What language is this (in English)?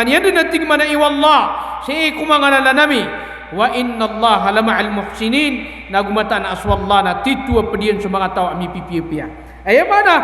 Maranao